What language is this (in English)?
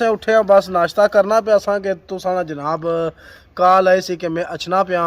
Pahari-Potwari